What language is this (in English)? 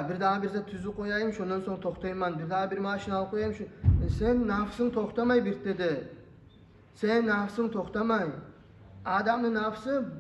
Kumyk